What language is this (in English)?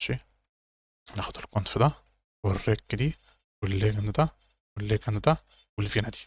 Egyptian Arabic